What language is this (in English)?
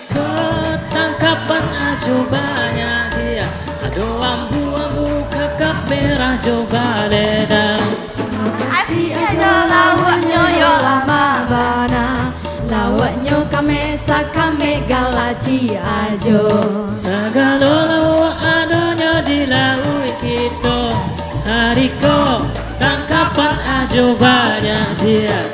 Minangkabau